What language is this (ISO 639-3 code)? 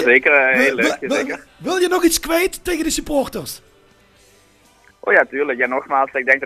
nld